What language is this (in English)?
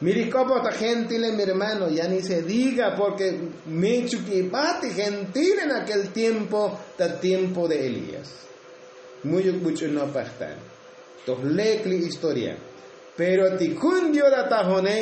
Tzotzil